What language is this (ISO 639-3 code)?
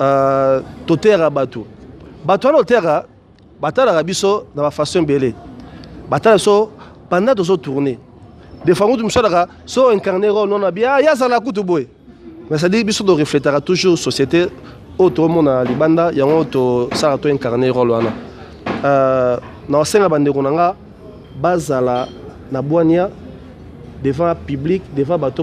lin